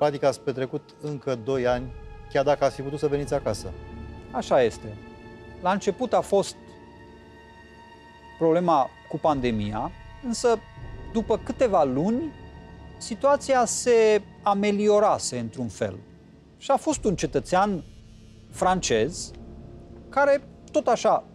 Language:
Romanian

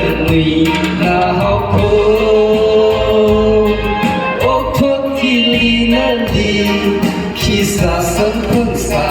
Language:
Tangkhul Naga (India)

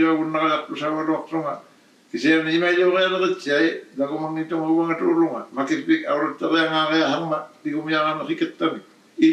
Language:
Inuktitut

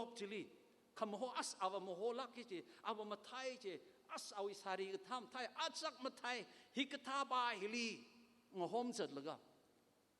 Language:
Tangkhul Naga (India)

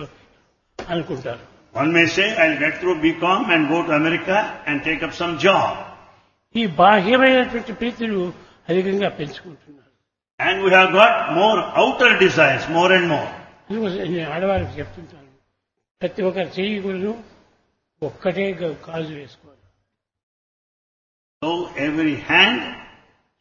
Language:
Telugu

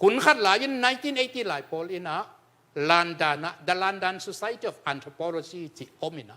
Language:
Tedim Chin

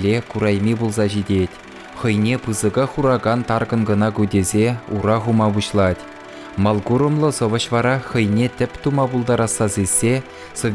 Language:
Chuvash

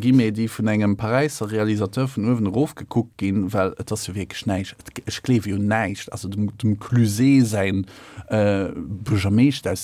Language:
Luxembourgish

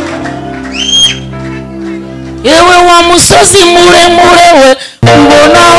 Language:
Kinyarwanda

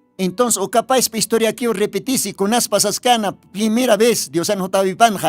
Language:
Aymara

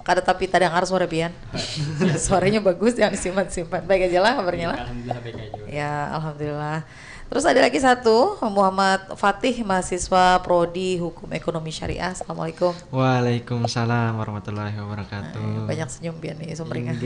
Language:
Banjar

